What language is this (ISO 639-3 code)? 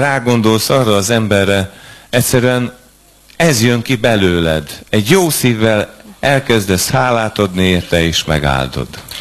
hun